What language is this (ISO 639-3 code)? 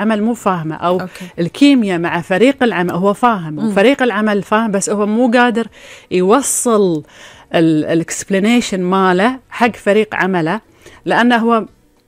afb